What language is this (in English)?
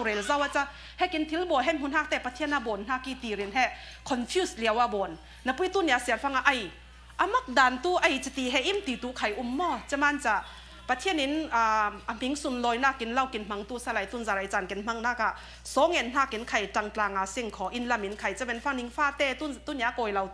Falam Chin